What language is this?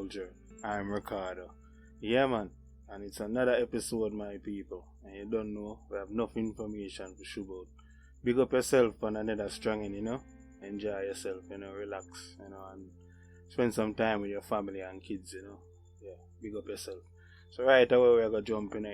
Jamaican Creole English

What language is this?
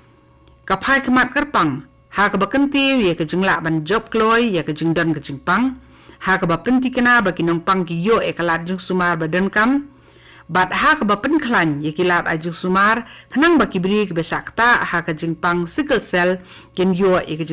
Khasi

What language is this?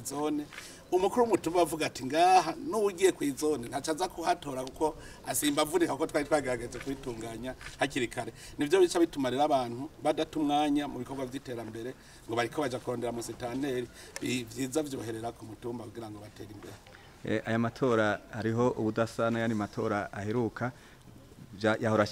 Rundi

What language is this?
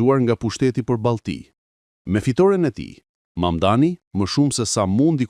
Albanian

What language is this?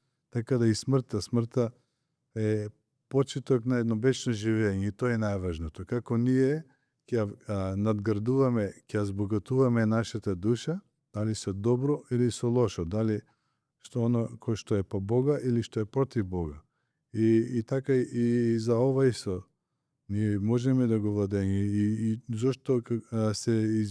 Macedonian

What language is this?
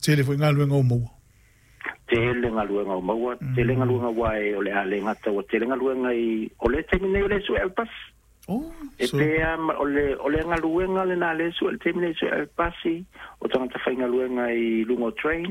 Samoan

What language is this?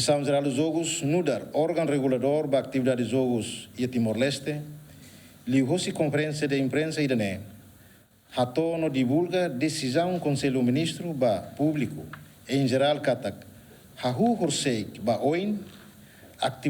Tetum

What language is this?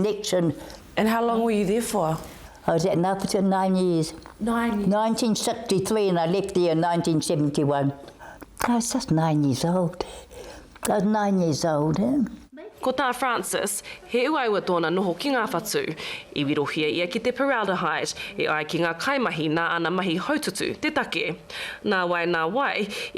Māori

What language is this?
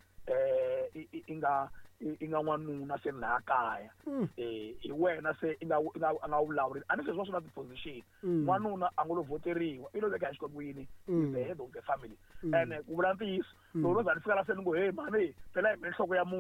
Tsonga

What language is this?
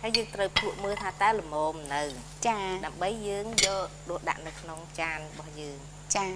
Khmer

